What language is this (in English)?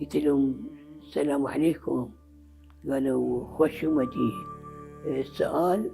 Mesopotamian Arabic